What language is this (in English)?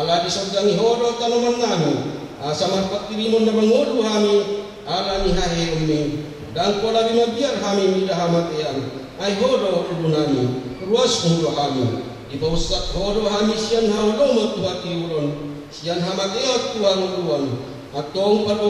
Batak Toba